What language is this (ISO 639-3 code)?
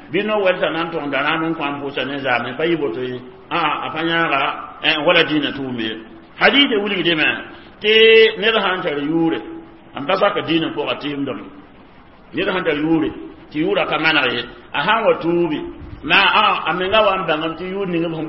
mos